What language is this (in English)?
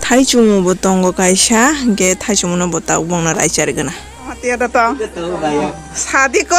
Kok Borok